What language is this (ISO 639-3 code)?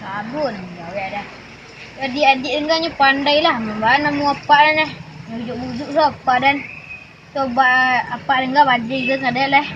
min